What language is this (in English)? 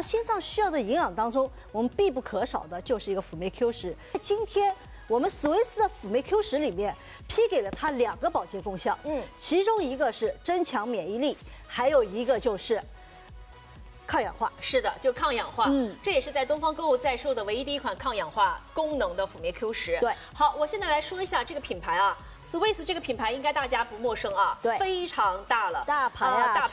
Chinese